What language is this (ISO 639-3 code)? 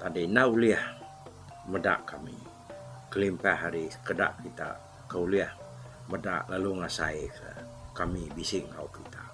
iba